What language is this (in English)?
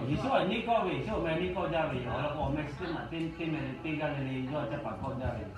Lahu